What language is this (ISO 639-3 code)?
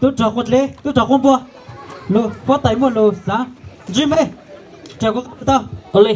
hmn